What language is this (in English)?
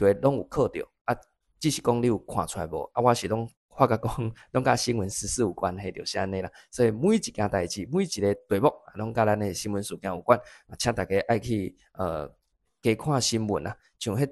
Min Nan Chinese